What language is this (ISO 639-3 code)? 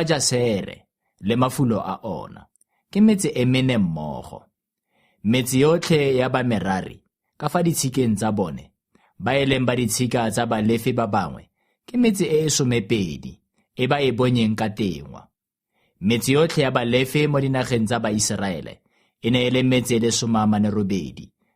tsn